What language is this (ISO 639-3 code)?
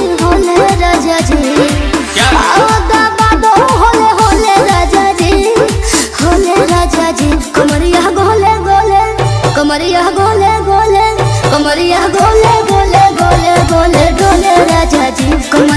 bho